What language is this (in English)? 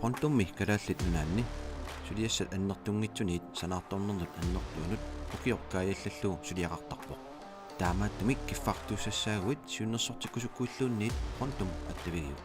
Kalaallisut